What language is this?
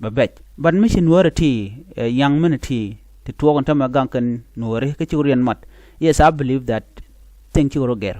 Nuer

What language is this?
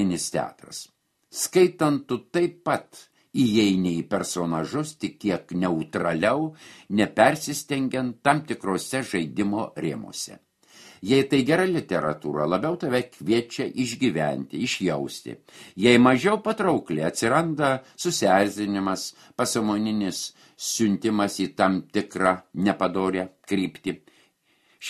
Lithuanian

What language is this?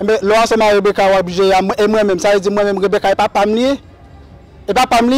Haitian Creole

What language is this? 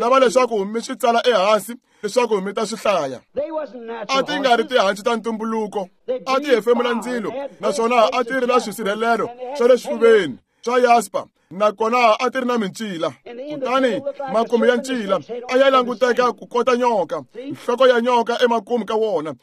Tsonga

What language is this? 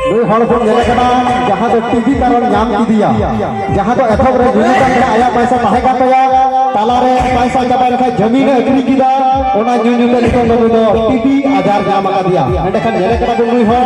Santali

